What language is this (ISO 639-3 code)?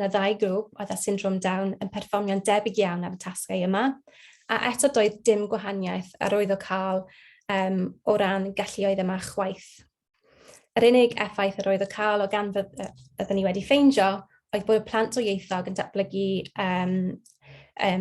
cym